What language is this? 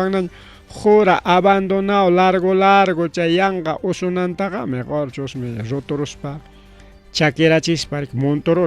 Ayacucho Quechua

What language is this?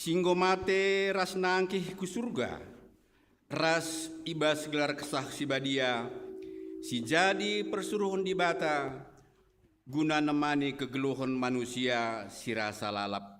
Batak Karo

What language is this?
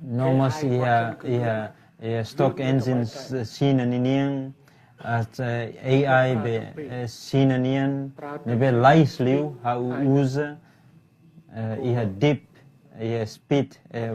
Tetum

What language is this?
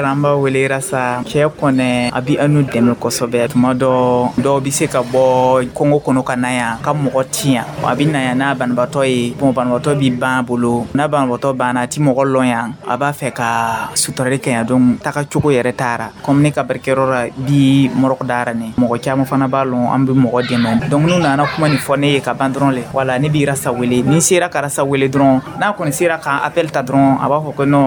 Dyula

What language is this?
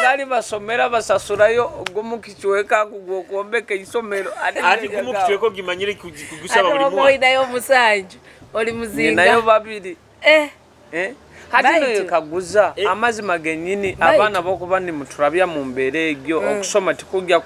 Nyoro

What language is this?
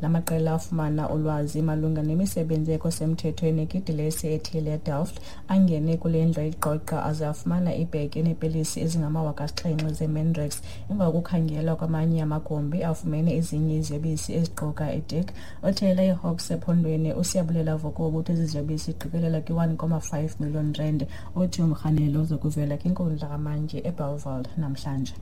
Xhosa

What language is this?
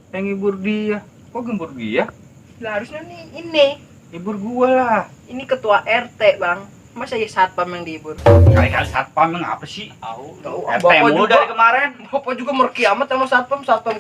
Betawi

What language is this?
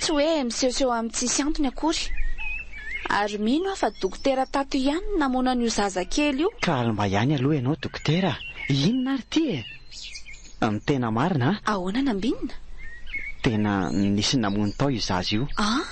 Malagasy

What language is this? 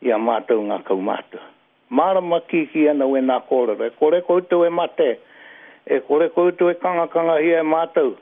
Māori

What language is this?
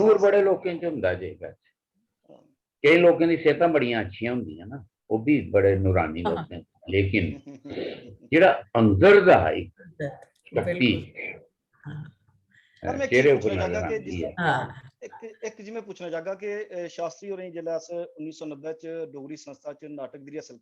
Dogri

